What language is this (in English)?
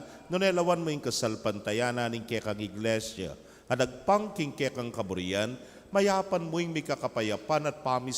Pampanga